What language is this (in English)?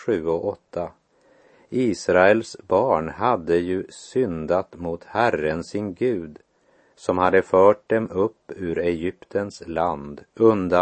Swedish